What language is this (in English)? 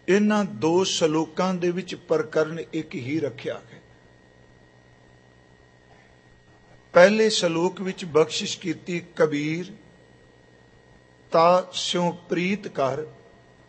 Punjabi